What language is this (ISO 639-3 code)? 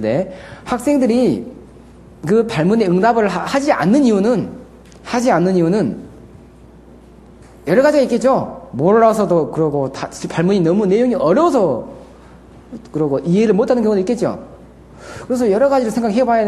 kor